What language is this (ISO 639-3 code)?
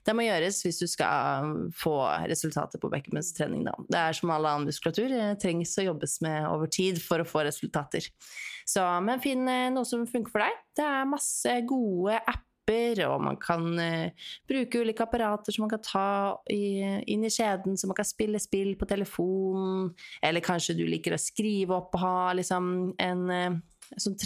nor